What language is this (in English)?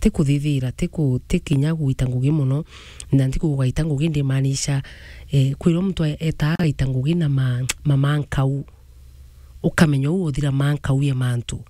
Meru